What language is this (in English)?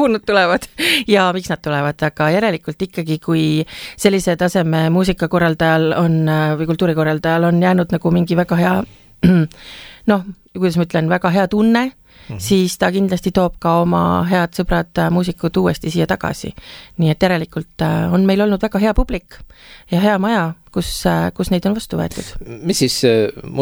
Estonian